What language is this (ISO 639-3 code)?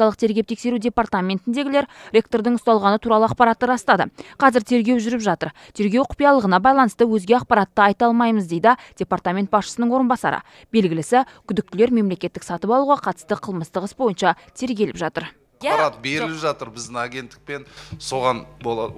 kaz